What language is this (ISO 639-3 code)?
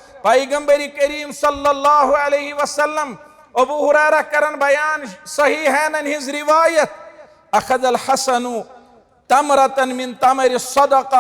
kas